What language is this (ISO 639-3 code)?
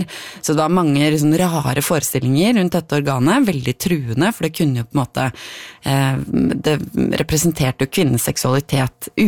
nor